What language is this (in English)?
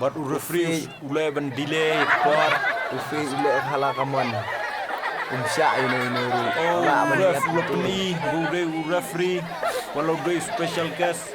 Khasi